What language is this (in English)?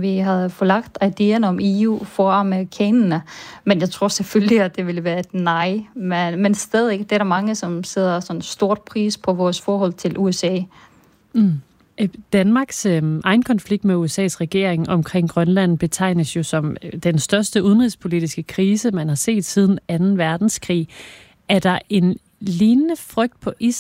Danish